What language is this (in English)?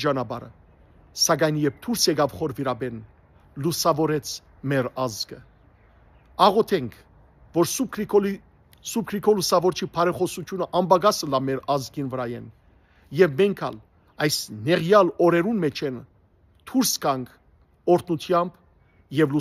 Western Armenian